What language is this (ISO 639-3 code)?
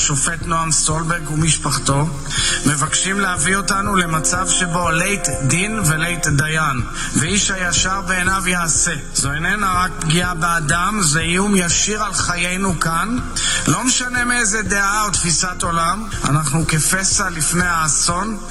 heb